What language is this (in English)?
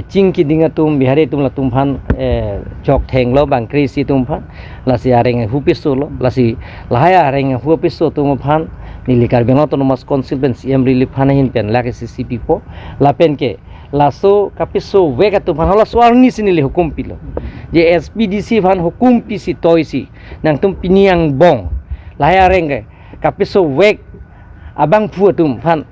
Karbi